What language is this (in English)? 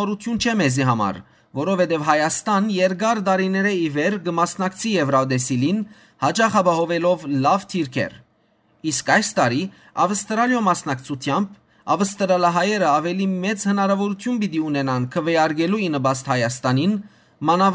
Western Armenian